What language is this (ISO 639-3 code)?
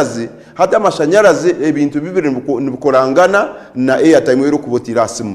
nyn